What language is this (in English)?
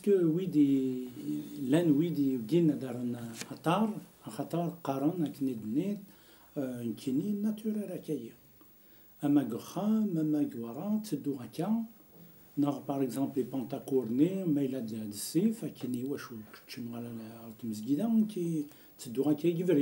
Kabyle